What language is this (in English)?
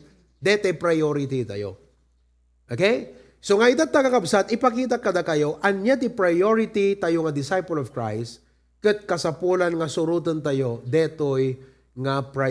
Iloko